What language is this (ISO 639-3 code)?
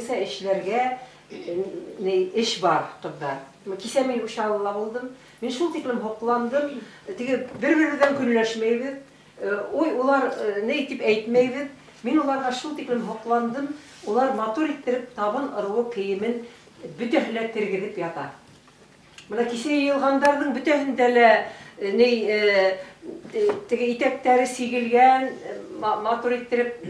bak